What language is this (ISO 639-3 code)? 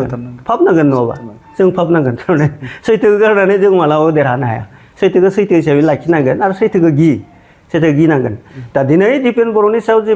brx